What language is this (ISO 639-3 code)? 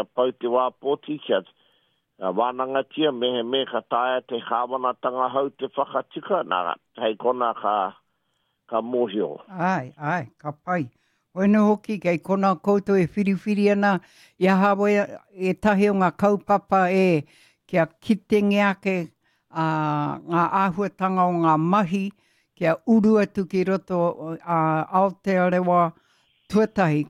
mri